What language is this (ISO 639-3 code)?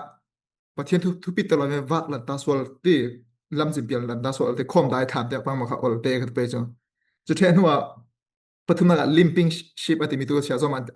cfm